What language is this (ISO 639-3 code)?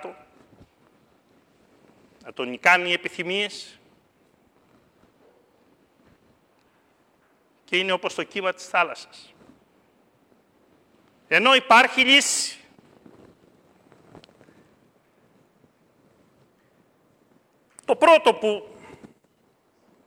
ell